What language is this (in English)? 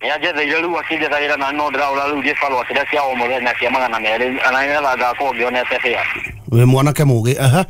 Kikuyu